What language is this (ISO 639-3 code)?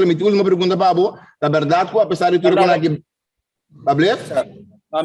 pap